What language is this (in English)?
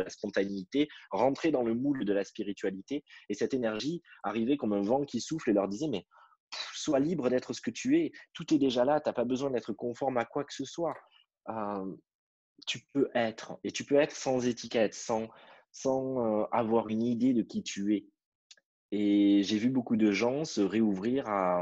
French